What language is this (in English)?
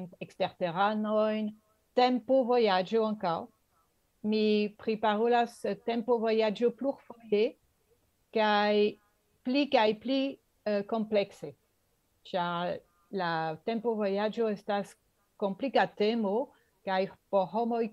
Esperanto